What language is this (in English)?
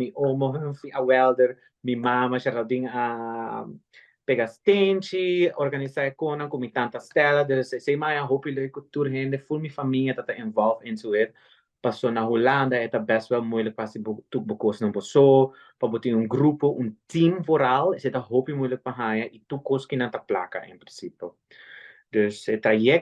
Papiamento